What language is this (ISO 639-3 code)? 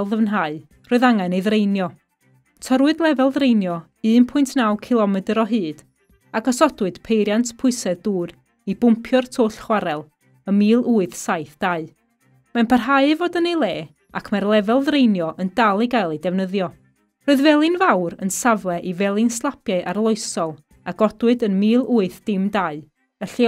cym